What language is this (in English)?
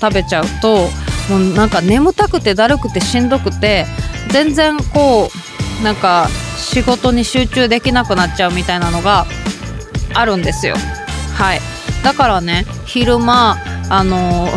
Japanese